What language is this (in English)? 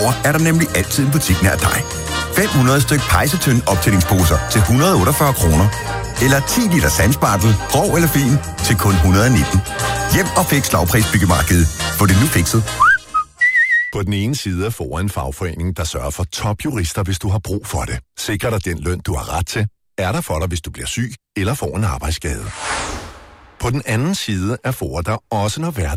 Danish